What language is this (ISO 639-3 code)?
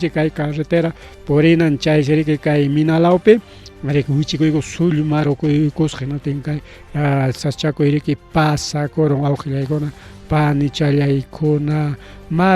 quy